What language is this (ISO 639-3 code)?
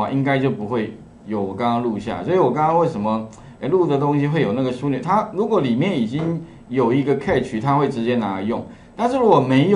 zho